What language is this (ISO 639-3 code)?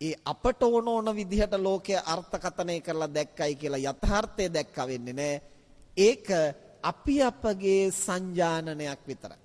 sin